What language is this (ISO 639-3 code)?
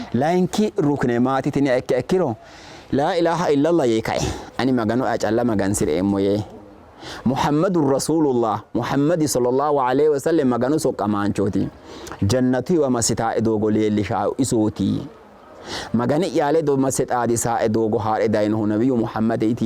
sid